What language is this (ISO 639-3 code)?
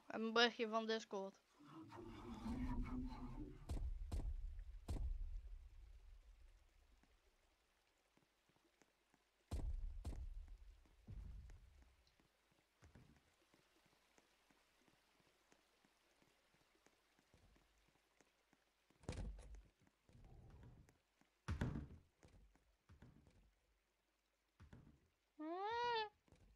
nld